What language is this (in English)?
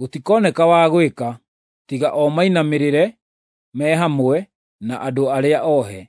Kikuyu